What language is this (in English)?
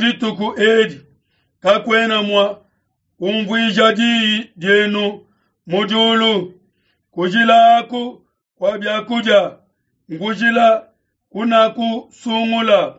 Luba-Lulua